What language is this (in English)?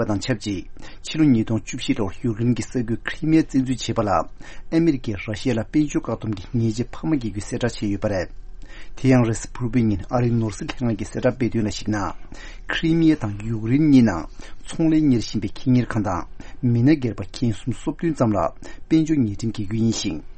Tibetan